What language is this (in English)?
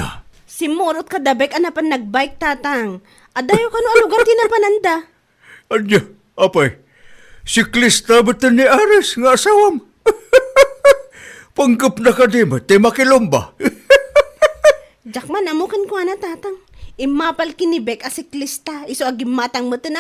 Iloko